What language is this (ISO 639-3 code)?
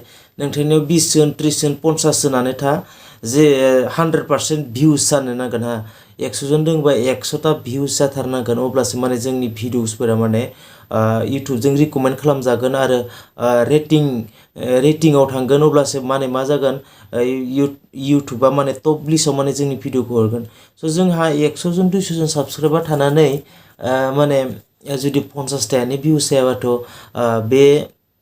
brx